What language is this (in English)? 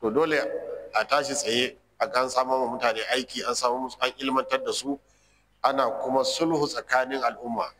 Hausa